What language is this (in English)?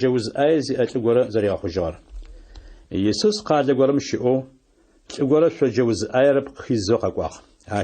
Adyghe